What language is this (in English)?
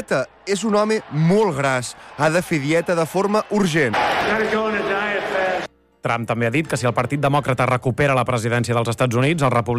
Catalan